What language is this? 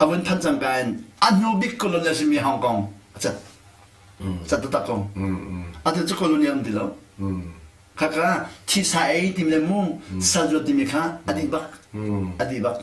Hakha Chin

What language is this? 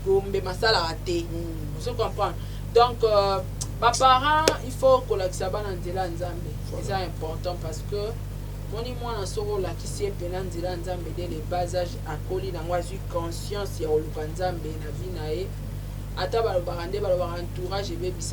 Lingala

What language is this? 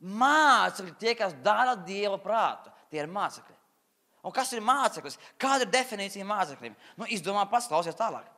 Latvian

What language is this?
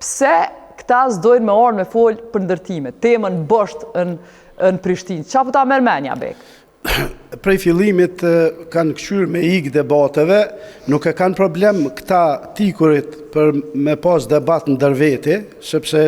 Albanian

